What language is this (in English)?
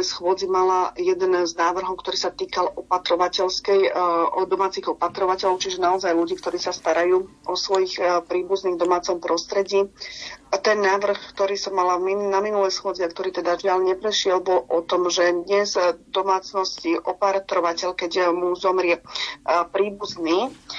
Slovak